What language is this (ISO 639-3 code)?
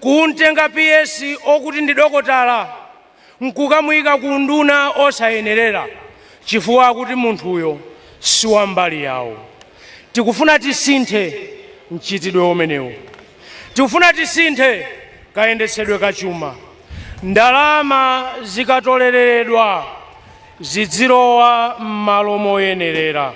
nya